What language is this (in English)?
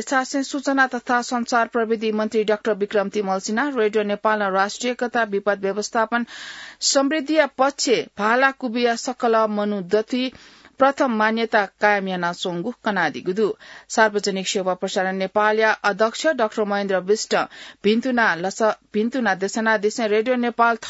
Newari